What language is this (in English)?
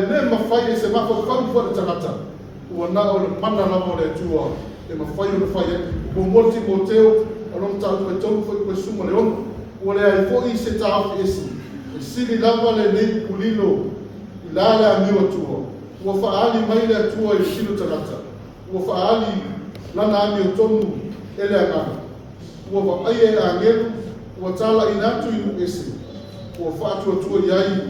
Samoan